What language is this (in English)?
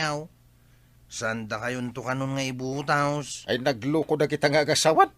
Iloko